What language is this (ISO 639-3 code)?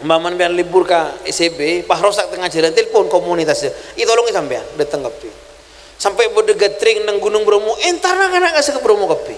mad